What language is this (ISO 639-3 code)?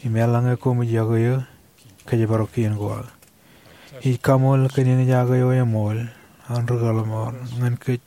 mah